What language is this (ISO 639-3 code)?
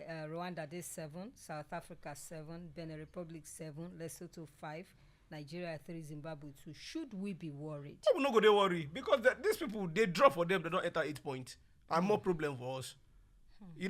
pcm